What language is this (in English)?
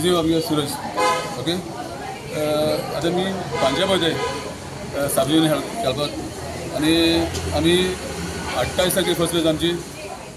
Konkani